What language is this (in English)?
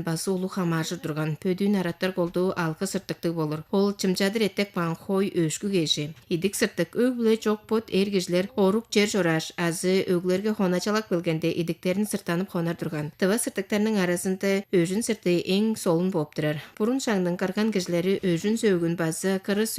Tuvinian